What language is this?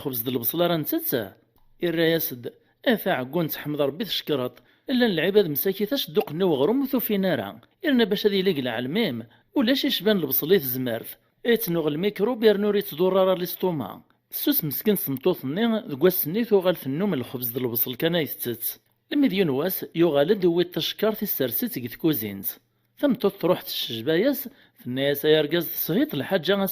Kabyle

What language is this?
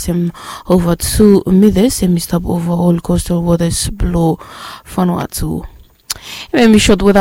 Bislama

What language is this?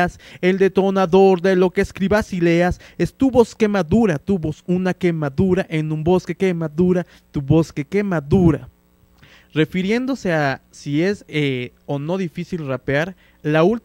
Spanish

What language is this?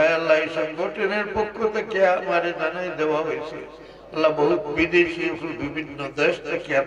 Sylheti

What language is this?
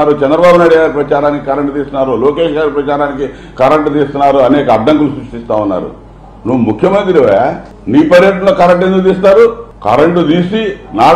Telugu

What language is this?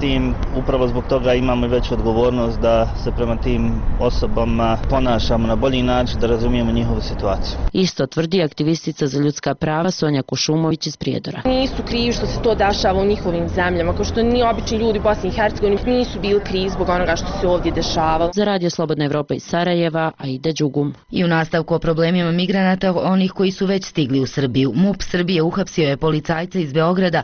Bosnian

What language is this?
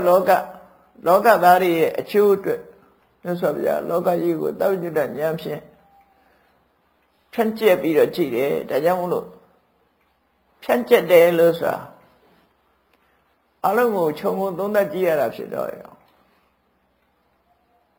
Burmese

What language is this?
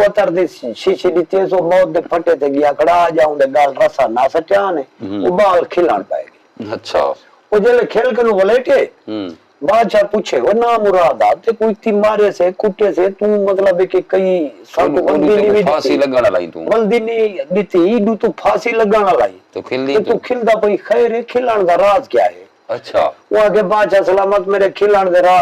Saraiki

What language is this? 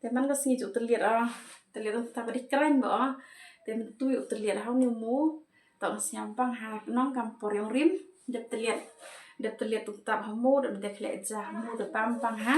Khasi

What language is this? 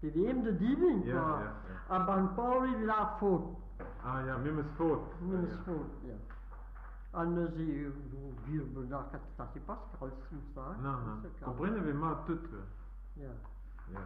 Breton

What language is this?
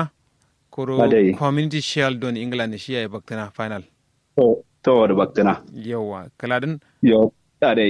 Kanuri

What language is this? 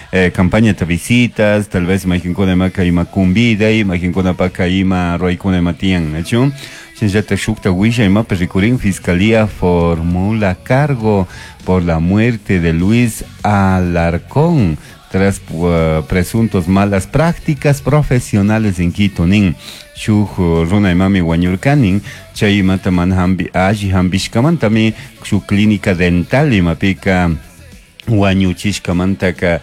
Chimborazo Highland Quichua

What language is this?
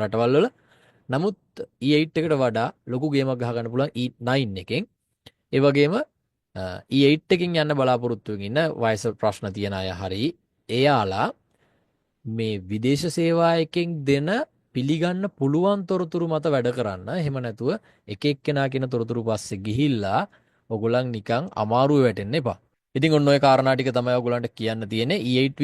Sinhala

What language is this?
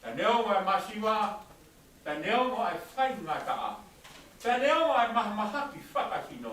Tongan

